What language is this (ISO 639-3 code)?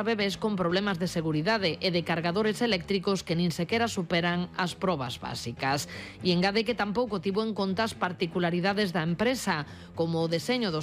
glg